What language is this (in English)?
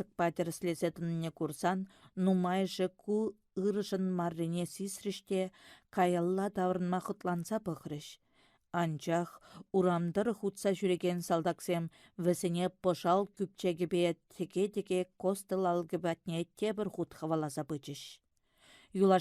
Chuvash